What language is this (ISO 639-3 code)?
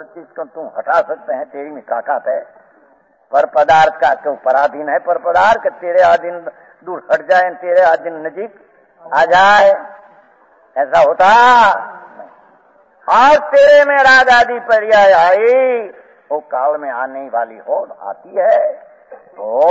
hin